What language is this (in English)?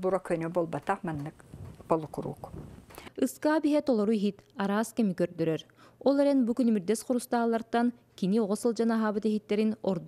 Yakut